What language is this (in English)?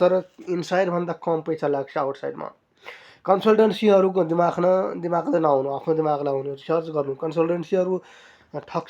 Nepali